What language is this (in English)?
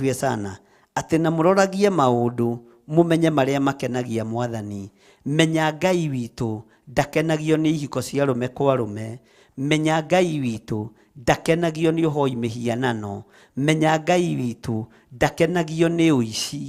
Kikuyu